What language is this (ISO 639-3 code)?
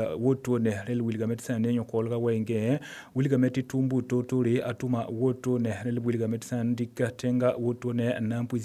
mos